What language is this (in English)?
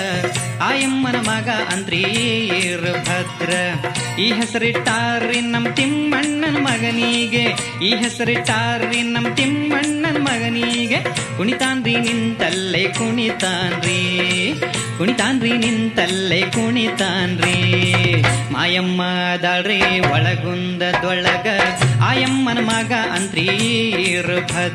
Kannada